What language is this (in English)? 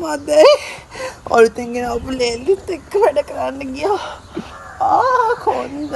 Sinhala